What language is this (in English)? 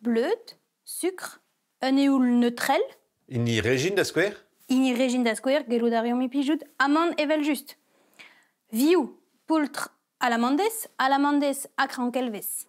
Breton